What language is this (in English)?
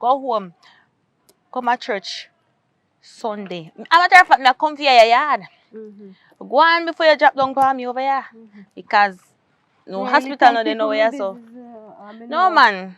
Jamaican Creole English